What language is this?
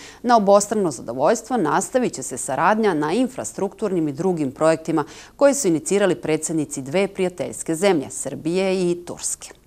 Serbian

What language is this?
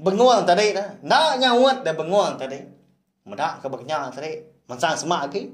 Iban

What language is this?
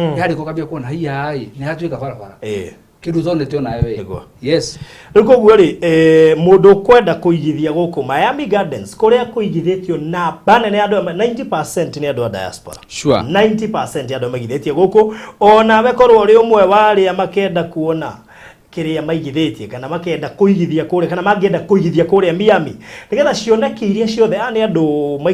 Kikuyu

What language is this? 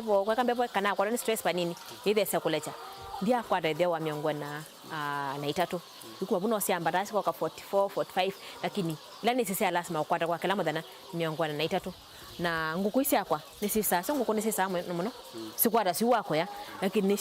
Kamba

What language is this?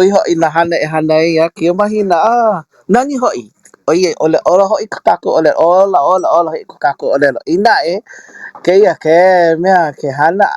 Hawaiian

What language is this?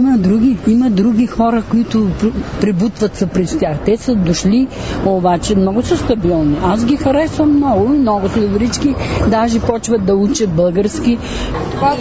Bulgarian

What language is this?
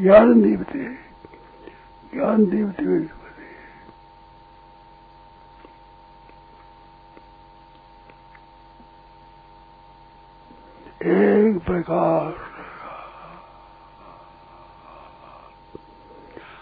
Hindi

